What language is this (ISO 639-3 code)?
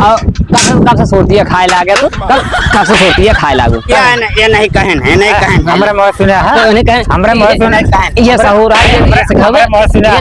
awa